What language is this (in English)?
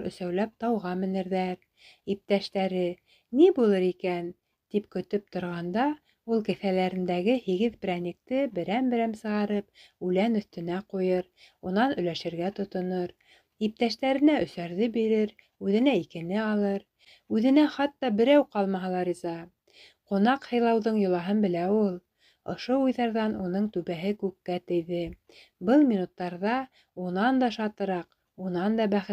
Bashkir